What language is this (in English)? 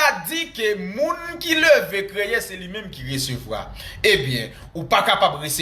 Haitian Creole